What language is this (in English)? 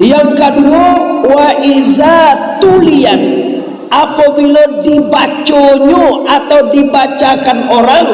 Minangkabau